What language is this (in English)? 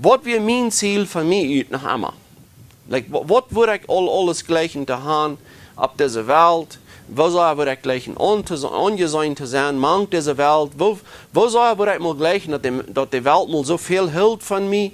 Plautdietsch